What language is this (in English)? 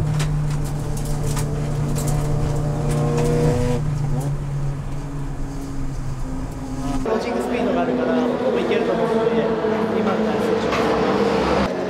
Japanese